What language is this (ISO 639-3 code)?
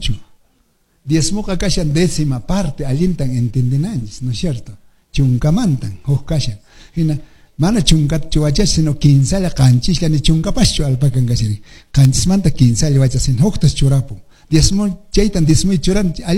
que